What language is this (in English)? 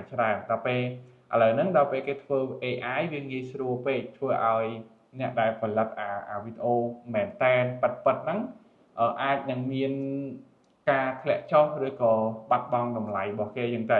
Khmer